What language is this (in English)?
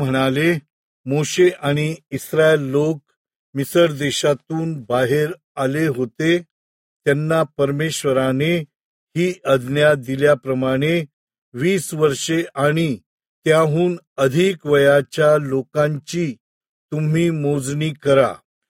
Marathi